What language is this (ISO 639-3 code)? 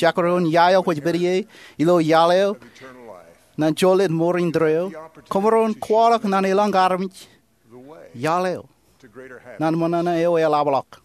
mah